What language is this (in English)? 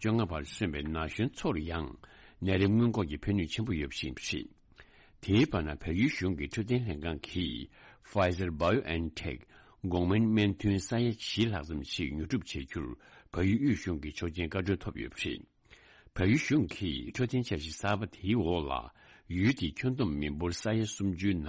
Tibetan